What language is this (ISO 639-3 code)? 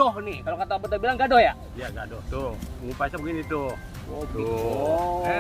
bew